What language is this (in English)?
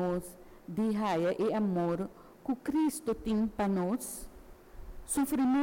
Papiamento